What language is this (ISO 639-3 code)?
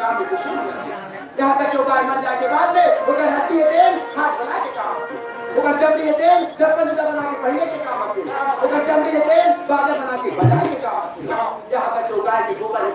hne